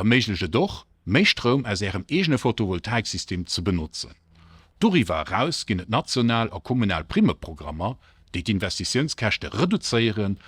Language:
Luxembourgish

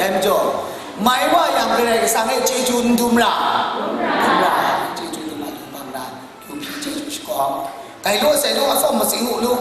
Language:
Kachin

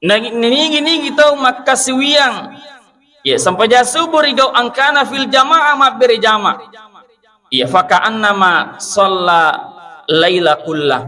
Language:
Buginese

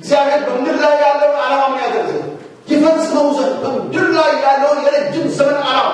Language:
Amharic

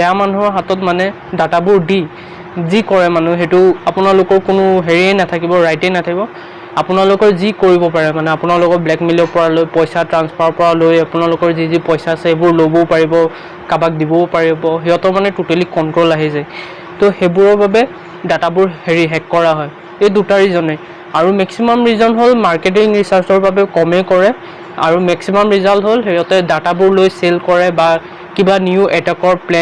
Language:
Assamese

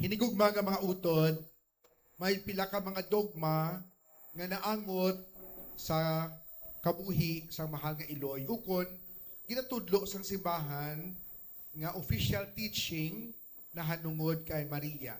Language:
Hiligaynon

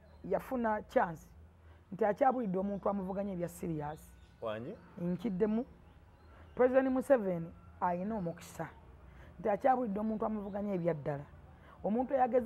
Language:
Ganda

